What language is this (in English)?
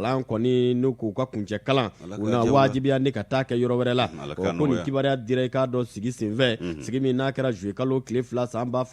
Bambara